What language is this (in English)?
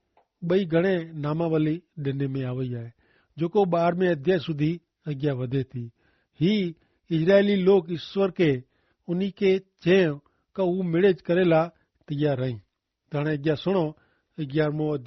Kachhi